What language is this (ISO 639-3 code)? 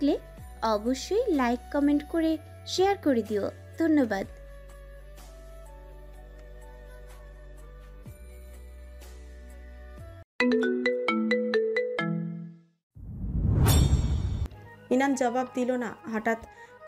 ben